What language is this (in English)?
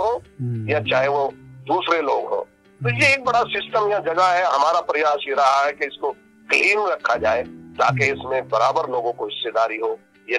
Hindi